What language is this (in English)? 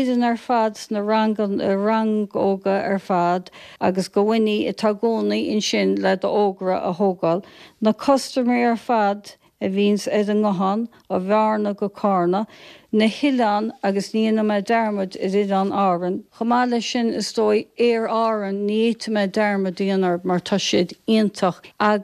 Irish